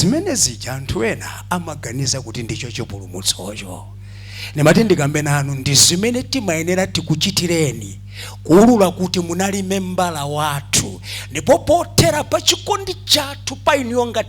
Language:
Nyanja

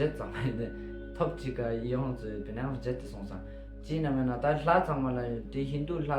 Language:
Ladakhi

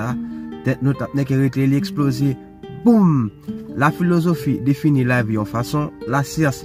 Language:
Haitian Creole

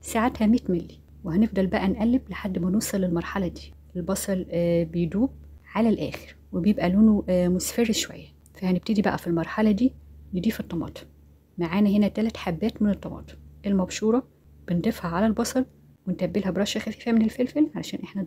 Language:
Egyptian Arabic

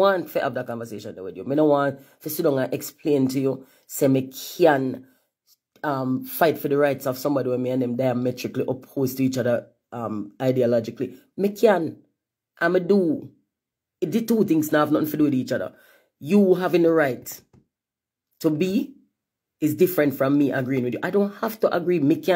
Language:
Jamaican Creole English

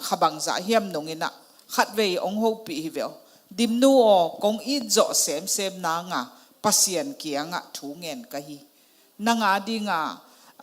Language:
Tedim Chin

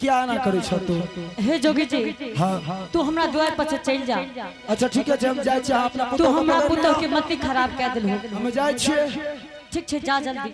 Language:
Angika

